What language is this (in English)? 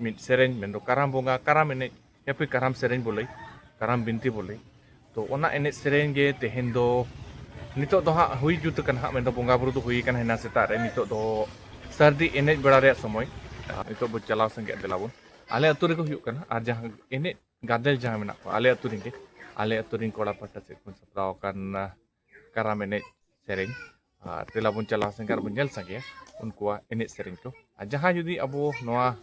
Santali